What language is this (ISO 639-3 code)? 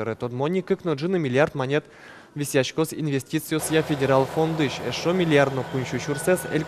udm